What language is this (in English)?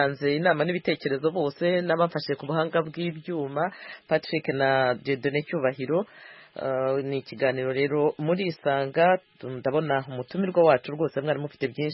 Kinyarwanda